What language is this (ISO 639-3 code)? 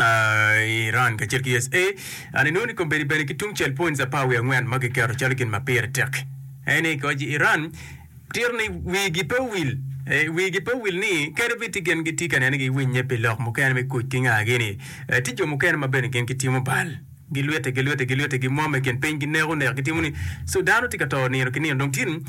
ach